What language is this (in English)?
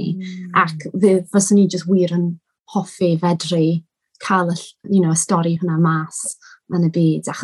Welsh